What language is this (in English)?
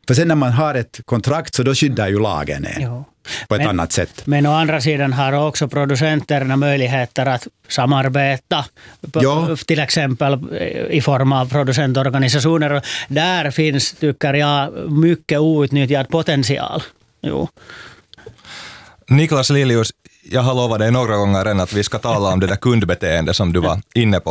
Swedish